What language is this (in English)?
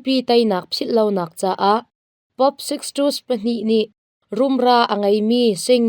Hakha Chin